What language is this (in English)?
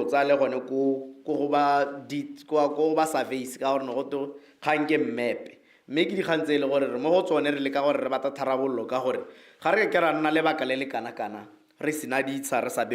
Tswana